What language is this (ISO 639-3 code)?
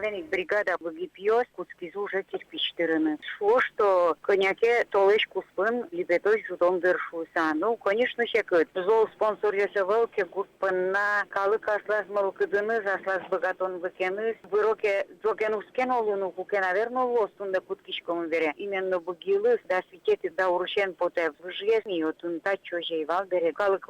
udm